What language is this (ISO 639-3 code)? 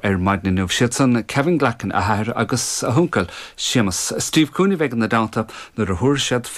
gle